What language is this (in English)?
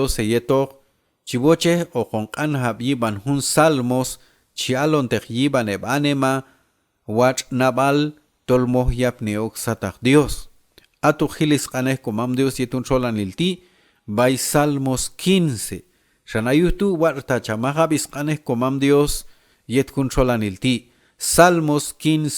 Q'anjob'al